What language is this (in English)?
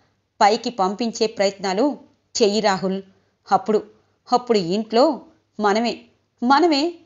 Telugu